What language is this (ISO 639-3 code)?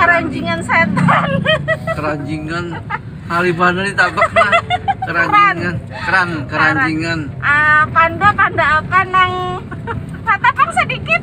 bjn